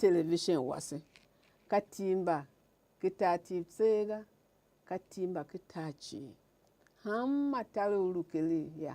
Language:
Tiv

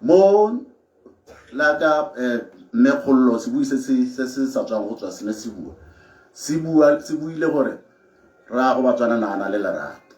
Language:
Tswana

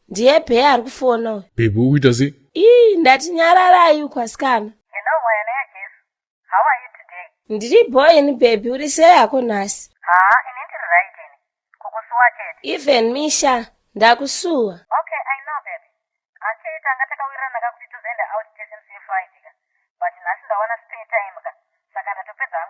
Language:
Shona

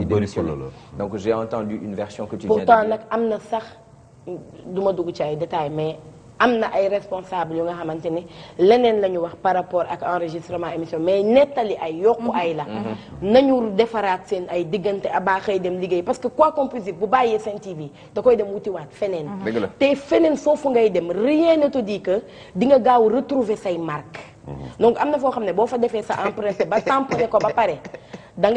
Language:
Wolof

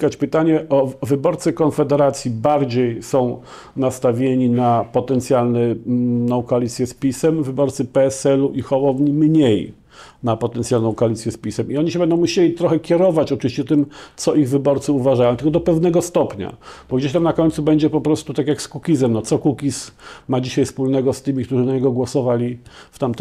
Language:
Polish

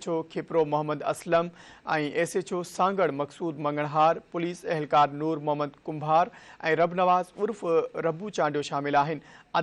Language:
Sindhi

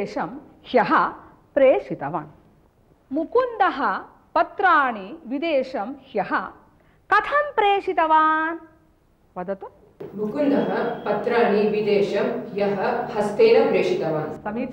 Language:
Sanskrit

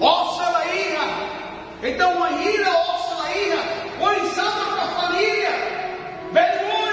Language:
Tetum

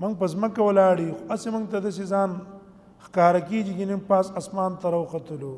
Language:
Pashto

